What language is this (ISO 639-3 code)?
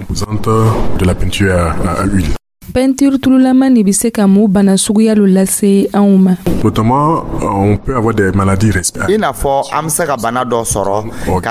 dyu